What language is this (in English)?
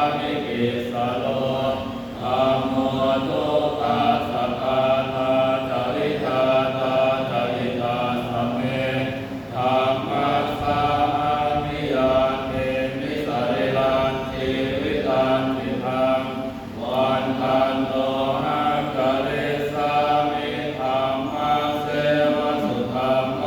Pali